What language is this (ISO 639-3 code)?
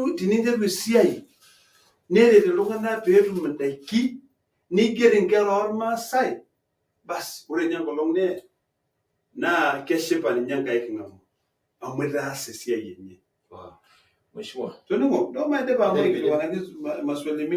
mas